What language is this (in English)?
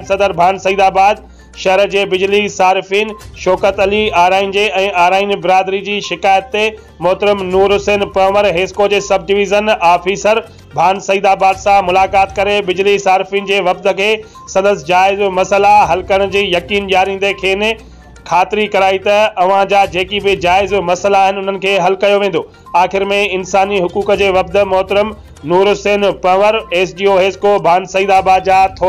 Sindhi